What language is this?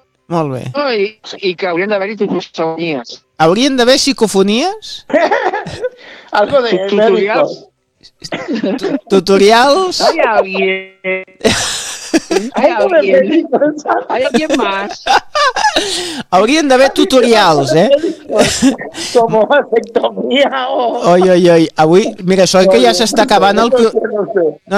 Catalan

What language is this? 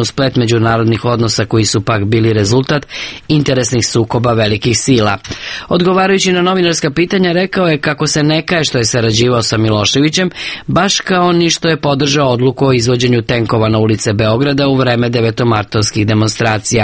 Serbian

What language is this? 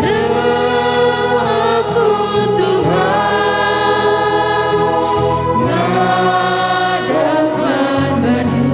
Batak Karo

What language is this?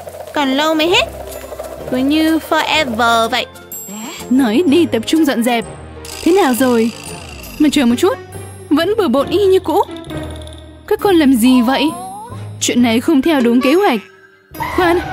Vietnamese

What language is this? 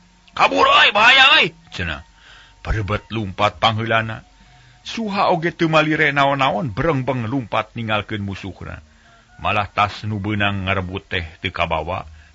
Sundanese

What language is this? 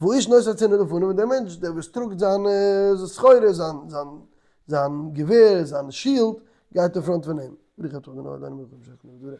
Yiddish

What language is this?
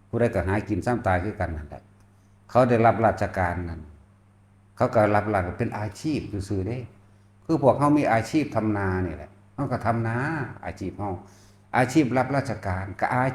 Northeastern Thai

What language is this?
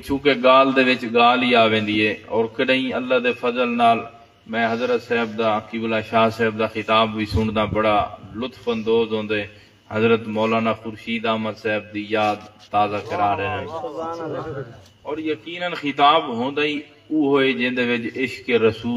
Saraiki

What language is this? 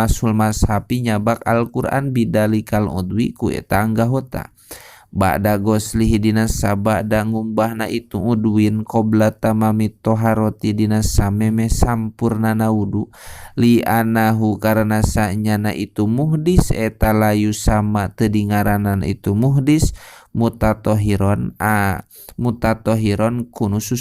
Sundanese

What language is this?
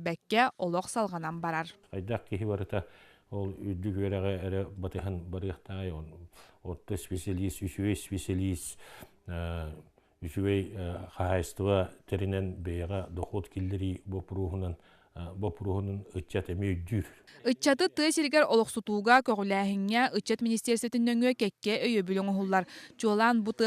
Yakut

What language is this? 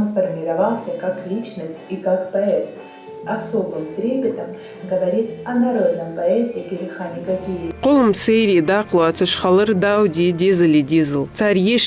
Ingush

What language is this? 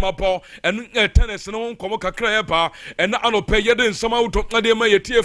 Akan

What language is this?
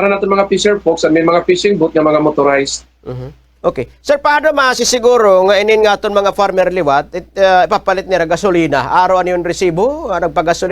Waray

